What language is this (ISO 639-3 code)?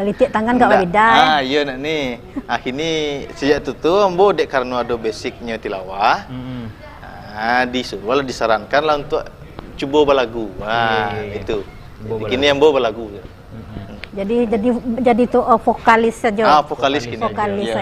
min